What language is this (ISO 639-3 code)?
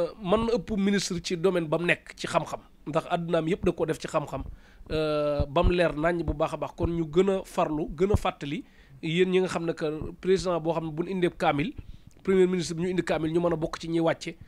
wol